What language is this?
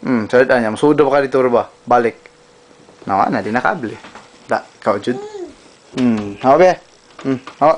Cebuano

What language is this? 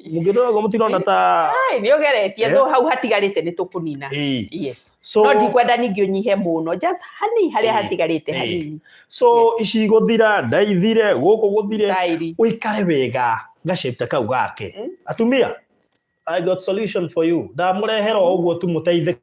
Kikuyu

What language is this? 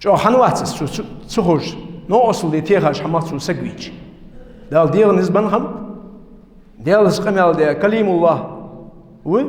Ingush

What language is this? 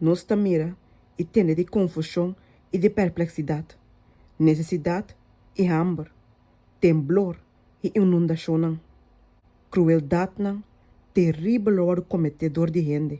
Papiamento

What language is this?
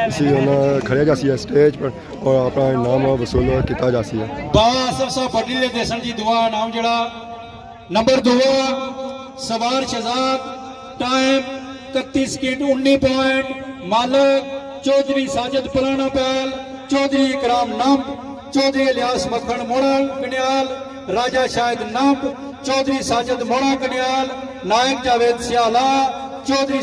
Pahari-Potwari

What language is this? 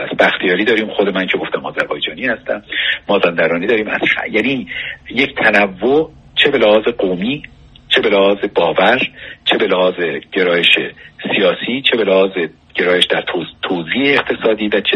Persian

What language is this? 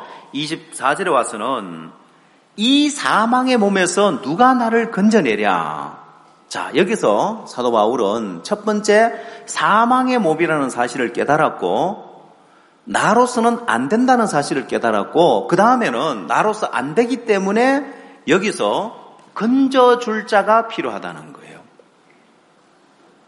Korean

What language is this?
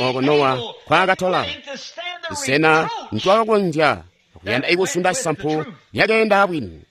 Tonga (Zambia)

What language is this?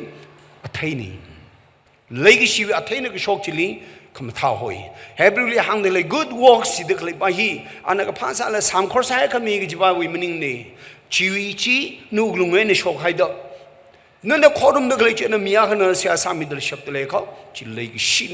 Tangkhul Naga (India)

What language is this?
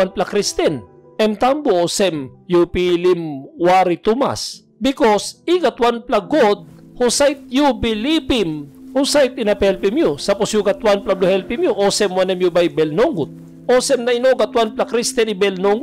Tok Pisin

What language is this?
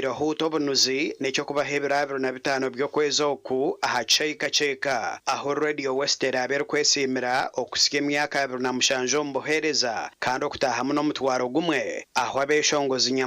Nyankole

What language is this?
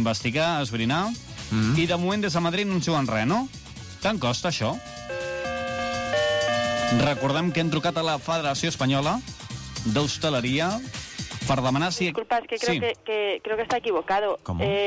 Catalan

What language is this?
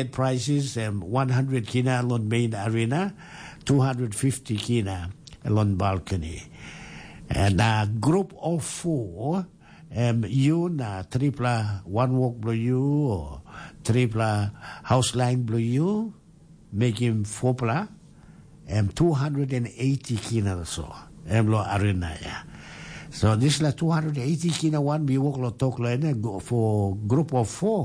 Tok Pisin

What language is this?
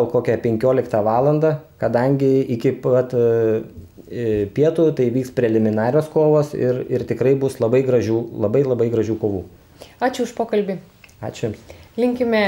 Lithuanian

